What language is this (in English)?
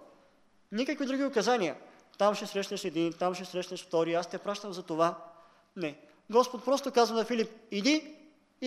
Bulgarian